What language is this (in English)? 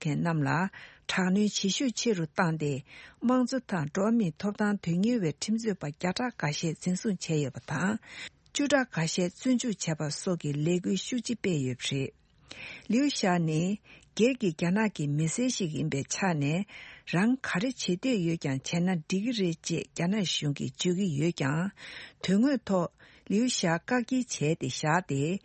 Tibetan